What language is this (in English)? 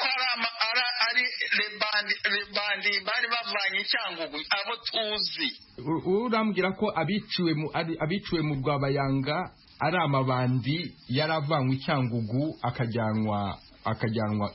Kinyarwanda